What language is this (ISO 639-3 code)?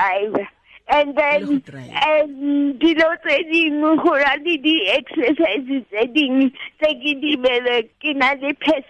tsn